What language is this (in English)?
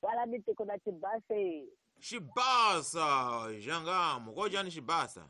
Tsonga